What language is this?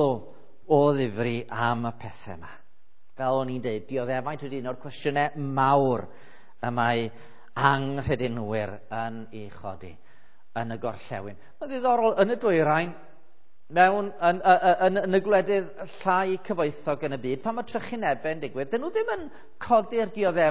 Welsh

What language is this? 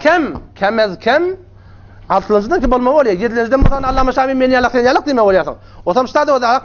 Turkmen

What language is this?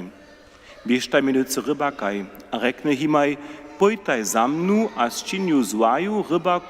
Upper Sorbian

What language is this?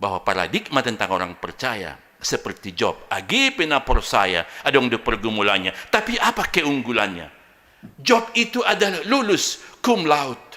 Batak Simalungun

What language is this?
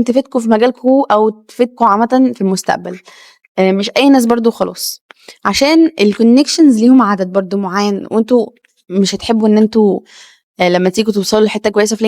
Egyptian Arabic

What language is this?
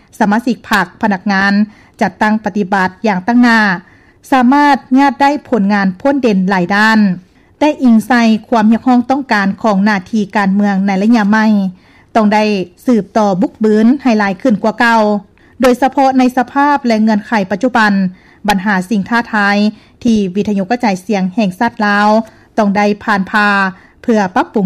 Lao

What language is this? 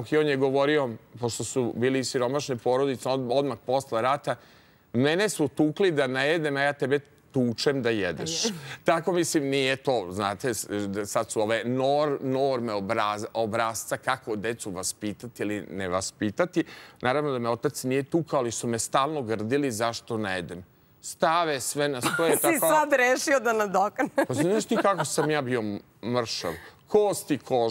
Serbian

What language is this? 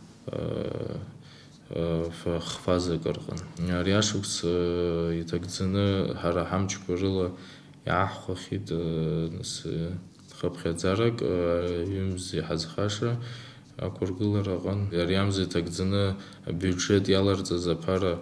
Abkhazian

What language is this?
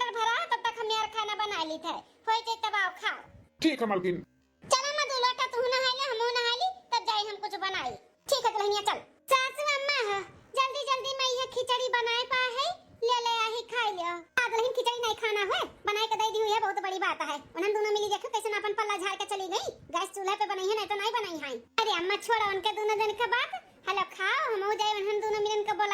Awadhi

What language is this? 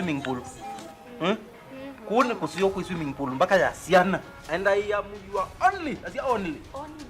Kamba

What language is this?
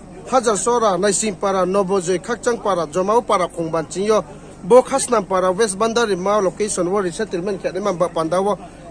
Riang (India)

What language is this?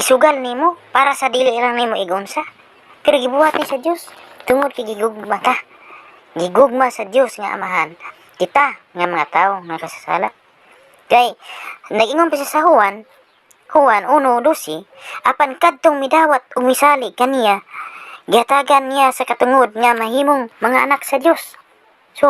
Cebuano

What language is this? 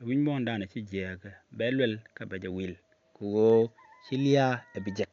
Nuer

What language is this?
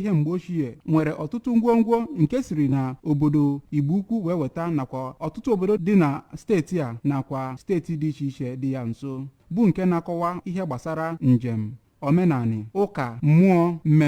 Igbo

